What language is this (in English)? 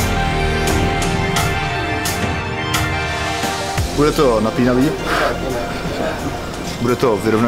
Czech